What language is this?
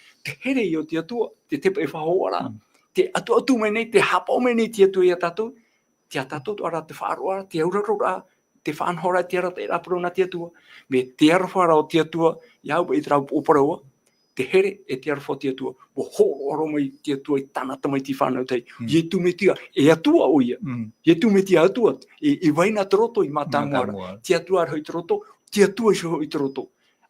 Tahitian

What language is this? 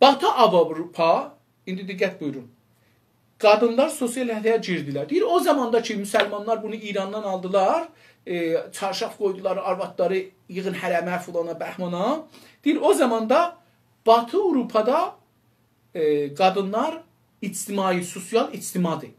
South Azerbaijani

